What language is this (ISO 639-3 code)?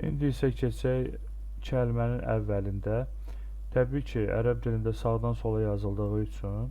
aze